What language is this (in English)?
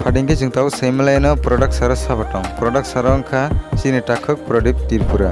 Kok Borok